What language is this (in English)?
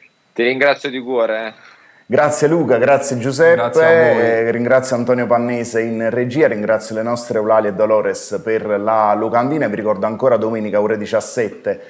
Italian